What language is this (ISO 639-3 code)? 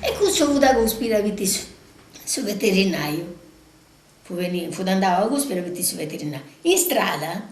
srd